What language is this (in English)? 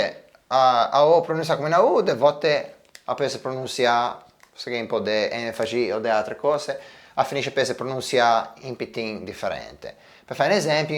Ligurian